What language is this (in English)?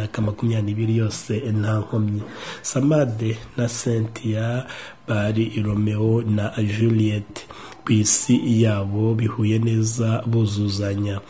Kinyarwanda